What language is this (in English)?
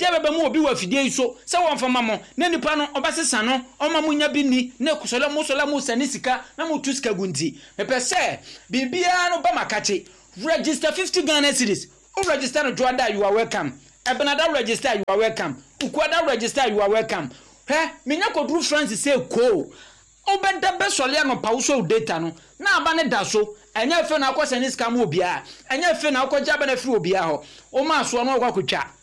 Akan